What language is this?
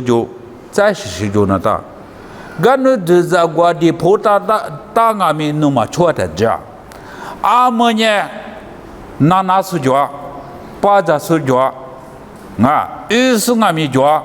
Lisu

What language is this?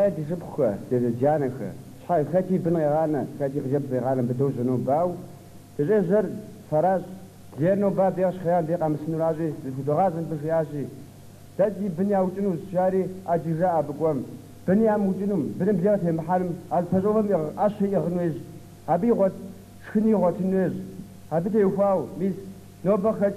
Kabardian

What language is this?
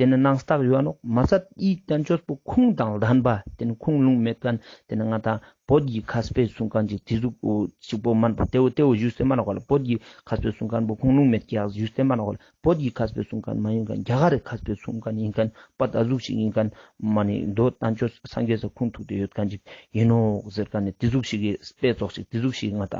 Ladakhi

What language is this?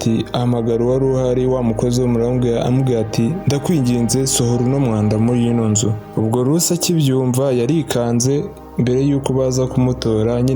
Kinyarwanda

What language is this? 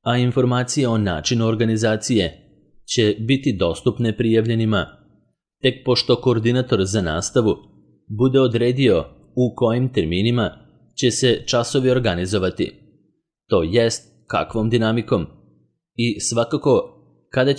Serbian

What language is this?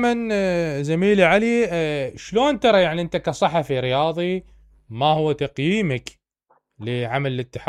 Mesopotamian Arabic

